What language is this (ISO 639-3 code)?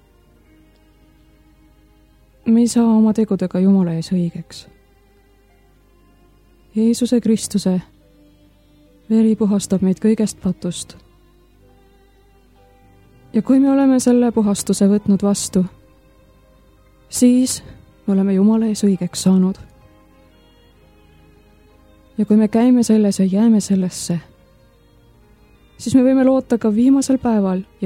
est